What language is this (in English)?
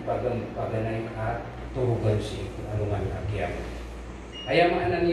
Maranao